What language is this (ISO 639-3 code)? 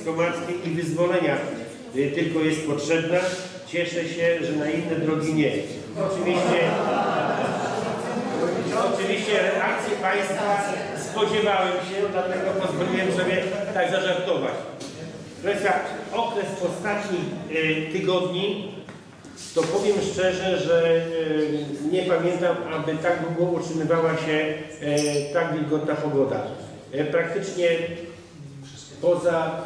pol